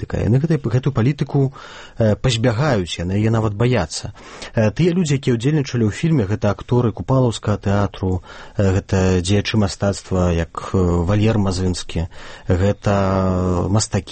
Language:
Belarusian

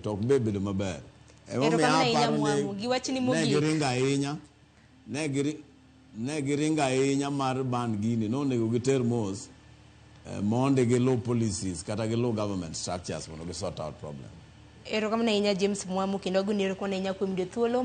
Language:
Luo (Kenya and Tanzania)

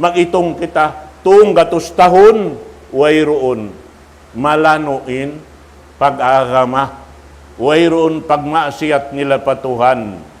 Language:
Tausug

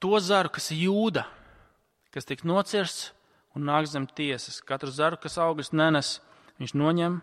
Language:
Latvian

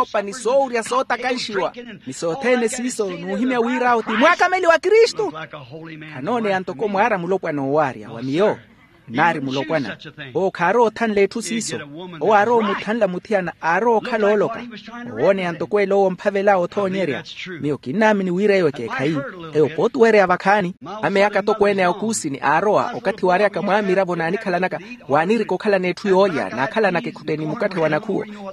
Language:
Makhuwa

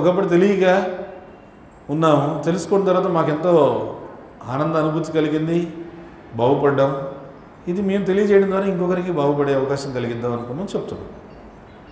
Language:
Telugu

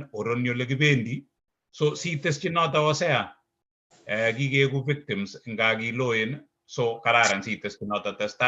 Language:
Kalenjin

